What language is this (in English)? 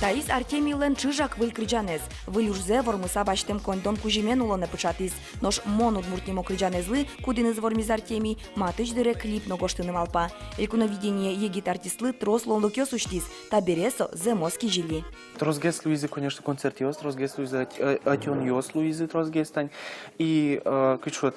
Udmurt